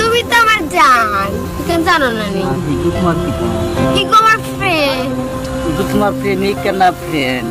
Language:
Sylheti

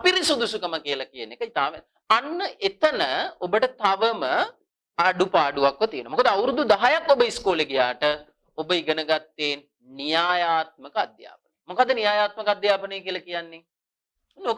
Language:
Sinhala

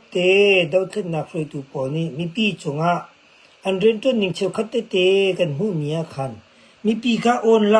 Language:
Hakha Chin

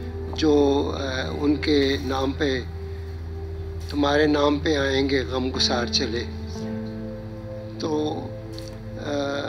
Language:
Urdu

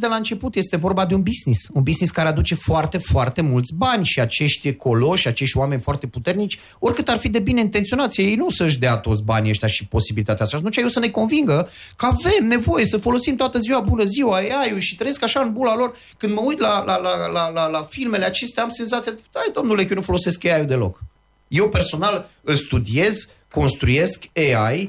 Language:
Romanian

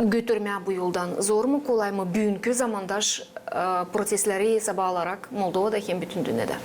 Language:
Gagauz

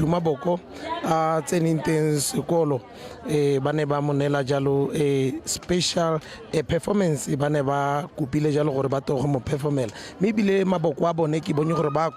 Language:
Tswana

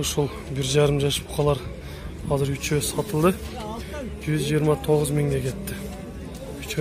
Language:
Kyrgyz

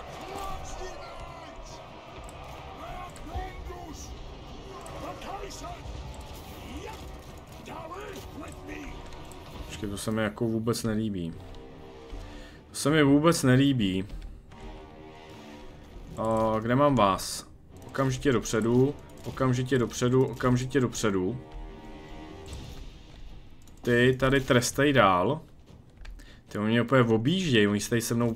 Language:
Czech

